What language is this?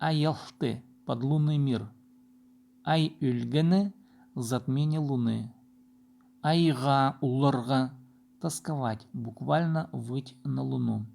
Khakas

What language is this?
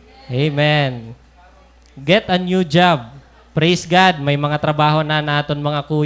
Waray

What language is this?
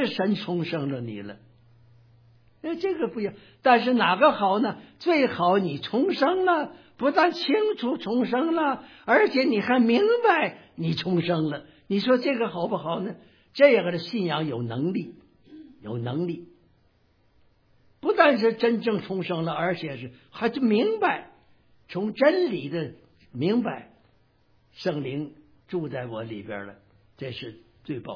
Chinese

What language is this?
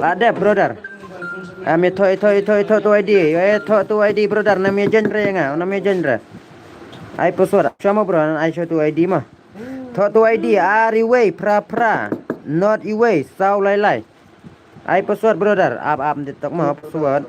Khasi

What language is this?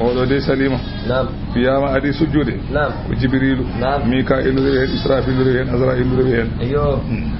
Fula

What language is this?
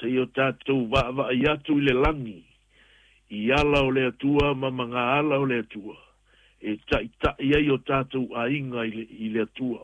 Samoan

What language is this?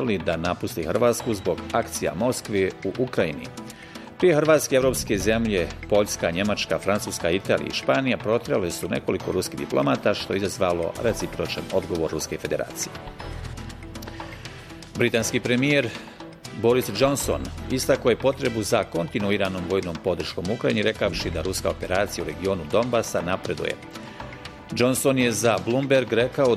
Bosnian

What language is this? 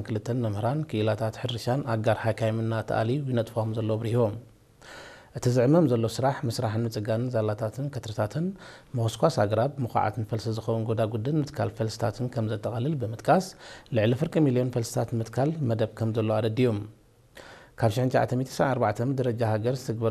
Tigrinya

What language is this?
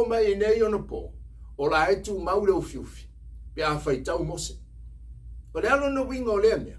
Samoan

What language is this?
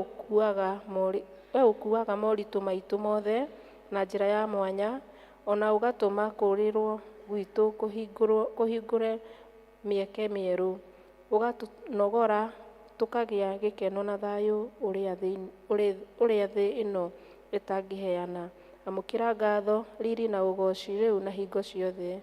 Kikuyu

